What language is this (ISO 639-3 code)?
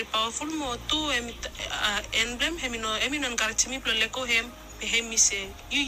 bis